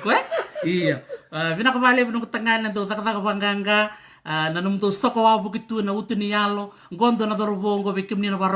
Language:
Fijian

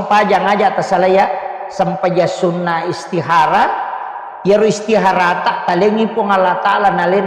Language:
Buginese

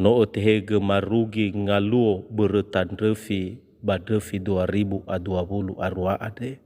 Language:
Nias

